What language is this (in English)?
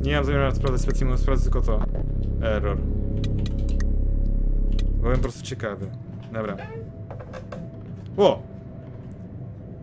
Polish